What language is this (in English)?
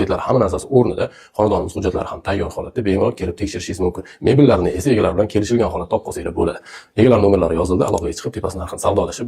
Uzbek